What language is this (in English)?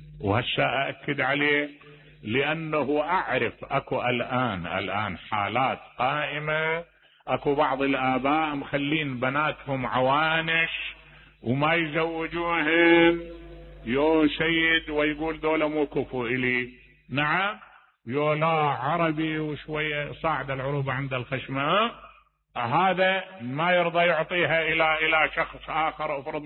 Mesopotamian Arabic